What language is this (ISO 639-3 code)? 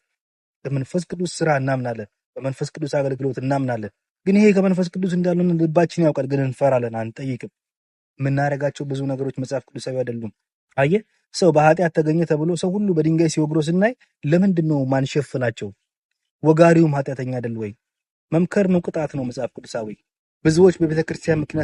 amh